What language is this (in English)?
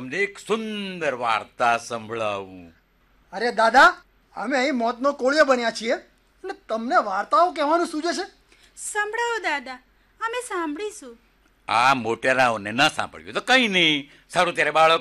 Gujarati